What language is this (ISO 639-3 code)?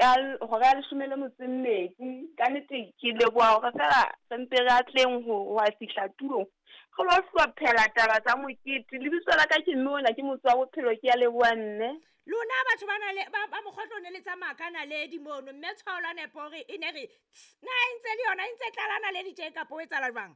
sot